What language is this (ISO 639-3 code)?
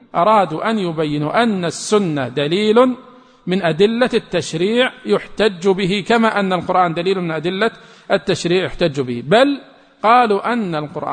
ara